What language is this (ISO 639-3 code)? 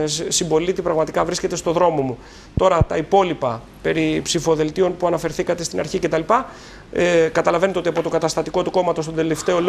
ell